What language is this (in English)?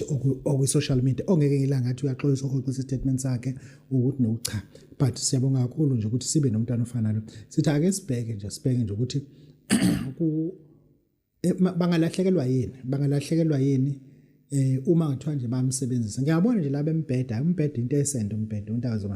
Zulu